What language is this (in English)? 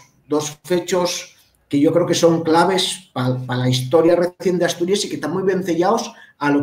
Asturian